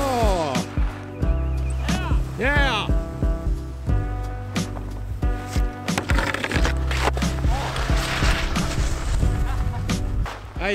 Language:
Finnish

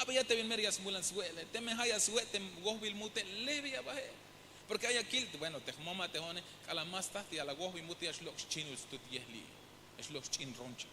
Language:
Tzeltal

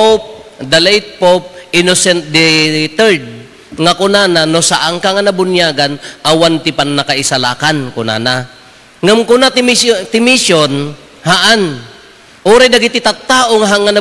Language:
Iloko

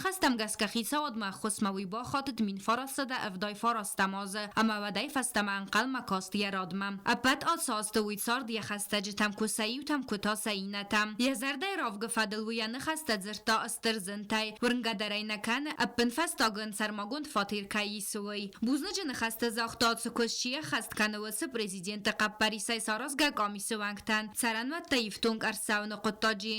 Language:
Ossetic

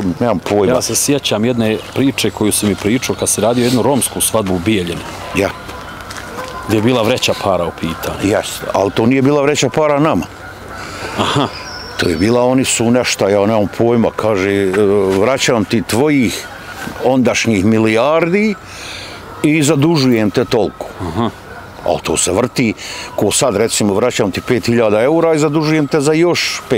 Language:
Bosnian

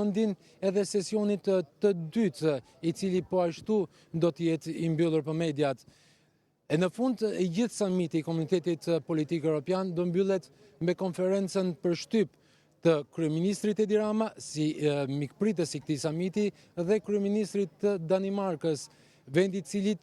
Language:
Albanian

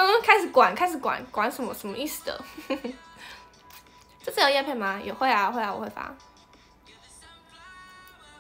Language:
Chinese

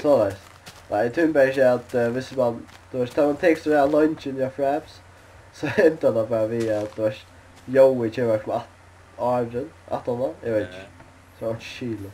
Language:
Faroese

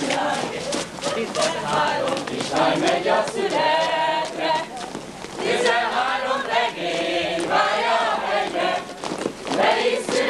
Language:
Hungarian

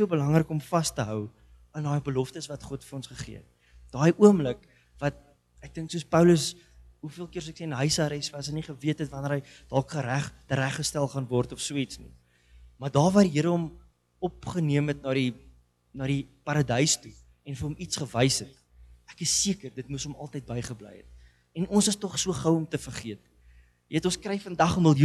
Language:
Afrikaans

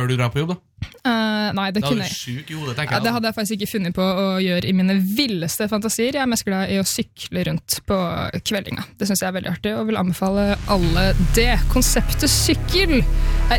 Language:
Norwegian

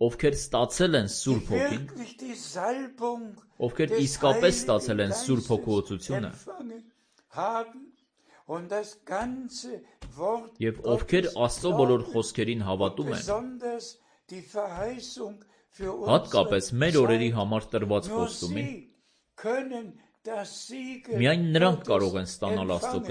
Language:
Armenian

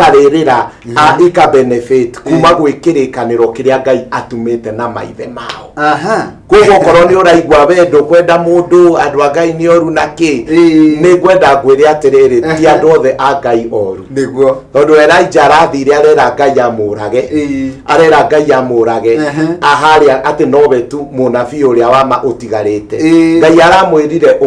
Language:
Kikuyu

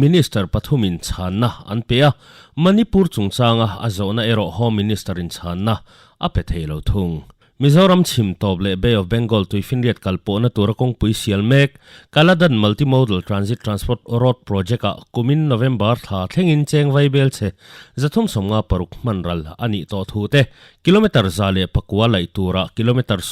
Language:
Mizo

